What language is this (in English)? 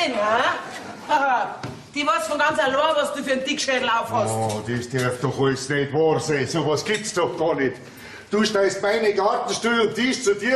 Bavarian